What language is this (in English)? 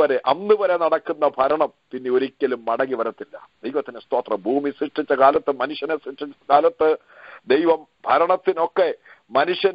Malayalam